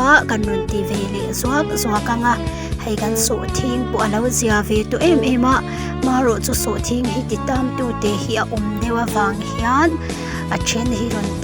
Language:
Mizo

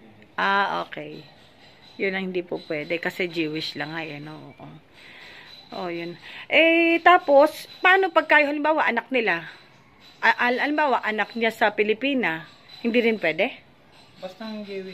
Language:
Filipino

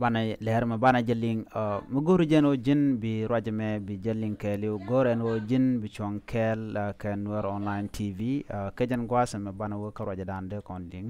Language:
Nuer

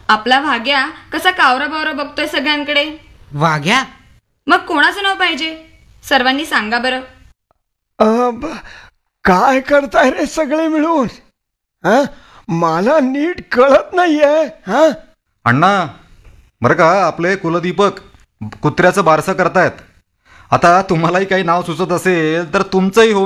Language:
Marathi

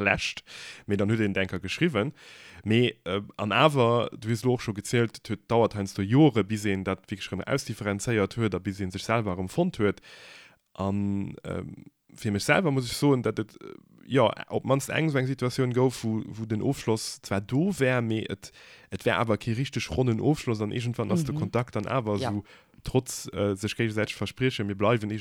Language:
Luxembourgish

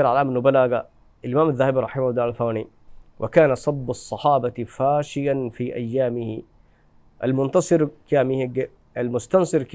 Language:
Divehi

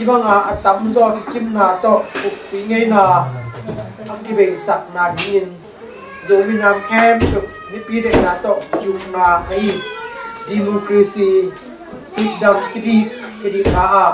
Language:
Tedim Chin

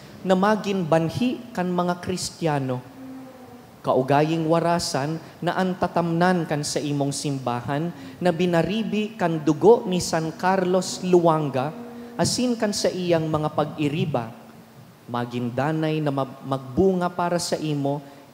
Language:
Bikol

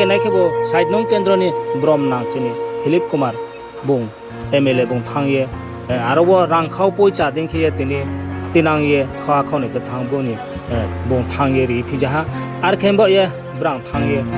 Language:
Riang (India)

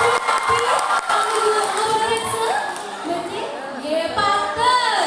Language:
Balinese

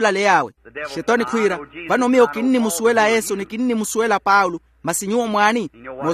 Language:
Makhuwa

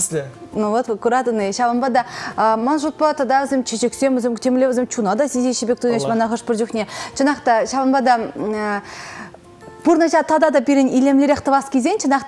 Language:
Chuvash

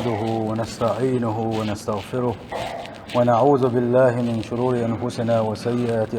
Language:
Chechen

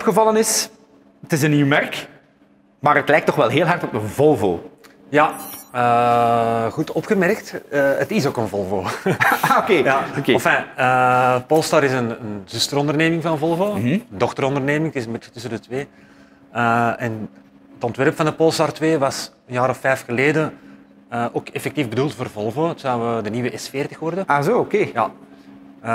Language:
Dutch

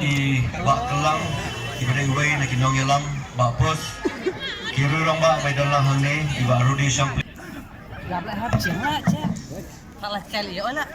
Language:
Khasi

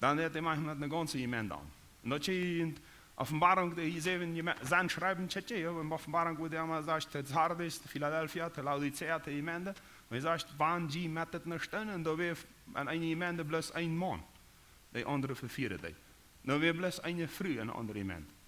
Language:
Plautdietsch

